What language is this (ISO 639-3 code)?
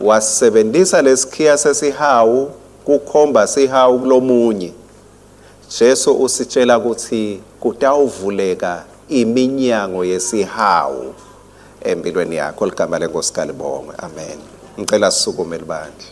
ssw